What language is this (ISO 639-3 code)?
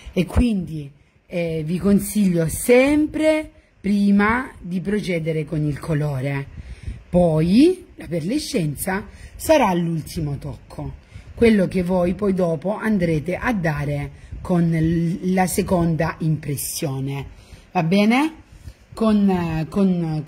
ita